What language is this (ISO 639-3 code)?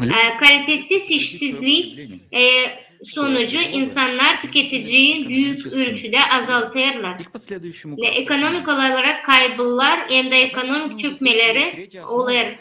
gag